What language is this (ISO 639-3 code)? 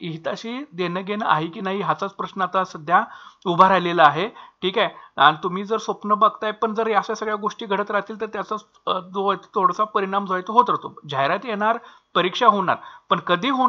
mar